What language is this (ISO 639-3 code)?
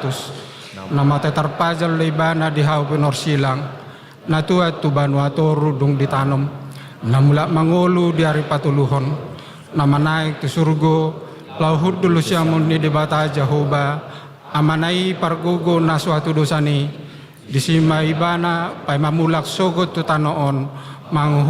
bbc